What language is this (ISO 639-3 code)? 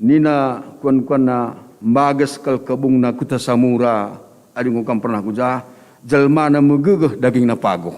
btx